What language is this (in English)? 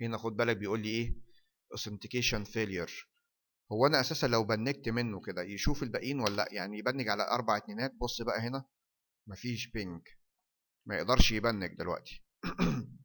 Egyptian Arabic